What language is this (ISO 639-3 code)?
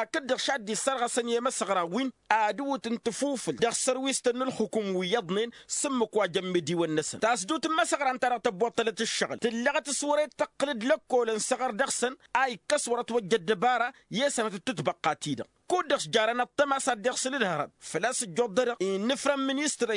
taq